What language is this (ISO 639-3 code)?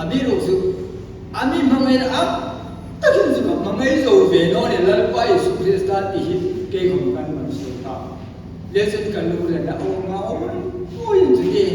hmr